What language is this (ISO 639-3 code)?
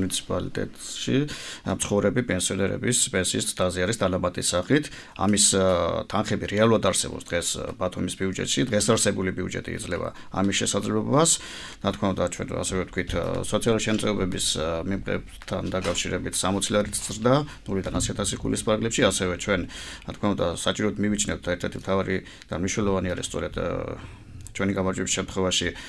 kat